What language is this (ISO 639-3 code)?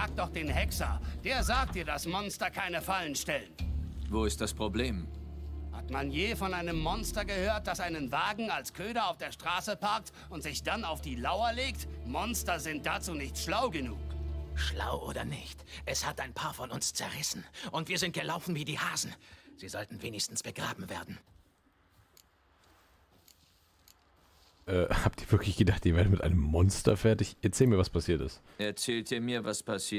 deu